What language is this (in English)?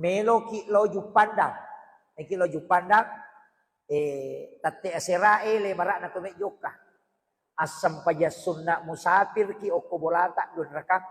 Buginese